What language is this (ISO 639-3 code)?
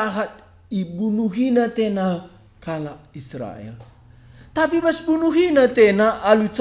btx